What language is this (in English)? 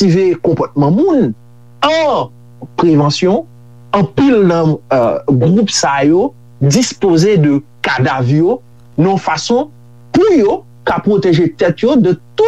Haitian Creole